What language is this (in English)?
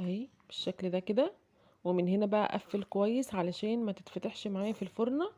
Egyptian Arabic